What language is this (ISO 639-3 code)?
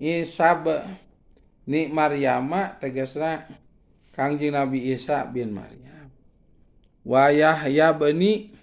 sun